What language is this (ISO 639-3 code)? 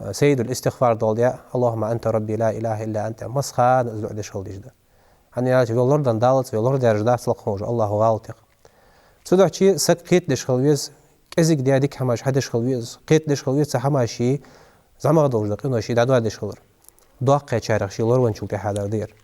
inh